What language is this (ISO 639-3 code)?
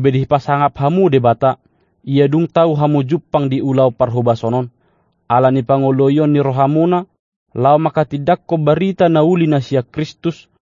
bbc